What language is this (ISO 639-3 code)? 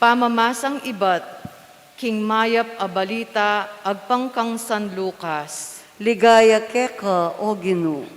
pam